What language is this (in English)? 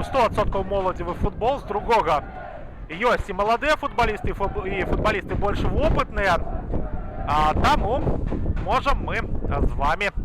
Belarusian